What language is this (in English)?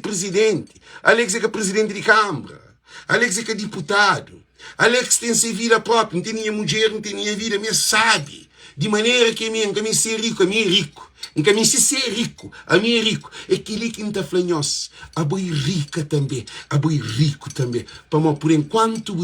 Kabuverdianu